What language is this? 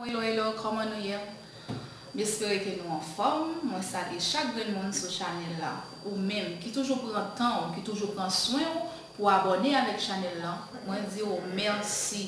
Haitian Creole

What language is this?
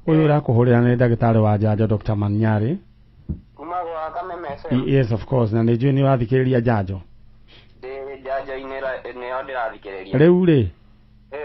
Kikuyu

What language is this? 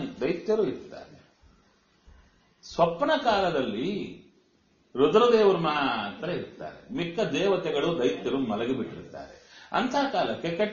Kannada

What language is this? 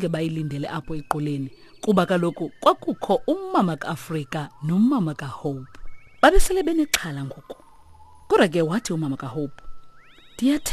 Xhosa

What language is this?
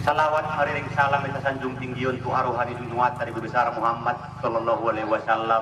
Batak Angkola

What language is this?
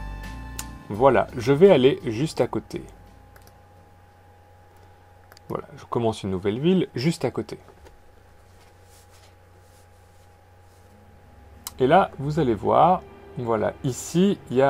French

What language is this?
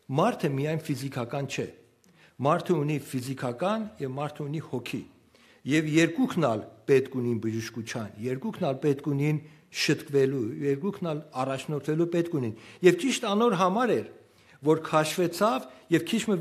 Western Armenian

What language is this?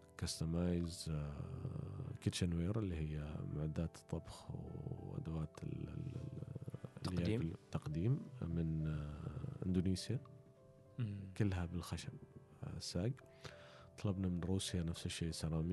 Gulf Arabic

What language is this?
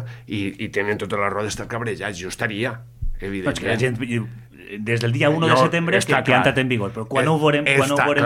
Catalan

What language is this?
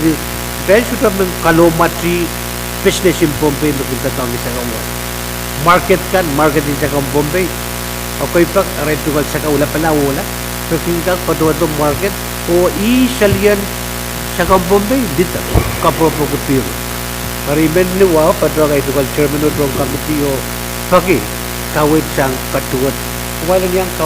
Pohnpeian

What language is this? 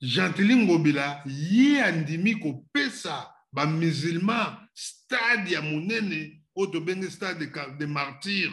Lingala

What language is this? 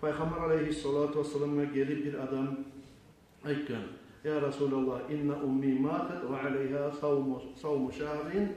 Kumyk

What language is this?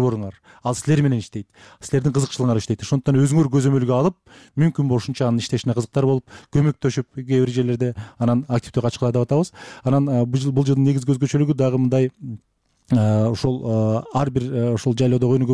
Kyrgyz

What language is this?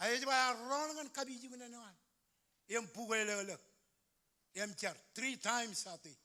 Marshallese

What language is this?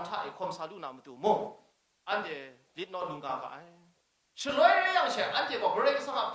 Kachin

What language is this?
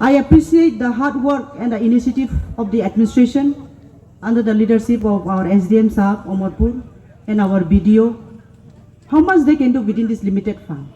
Riang (India)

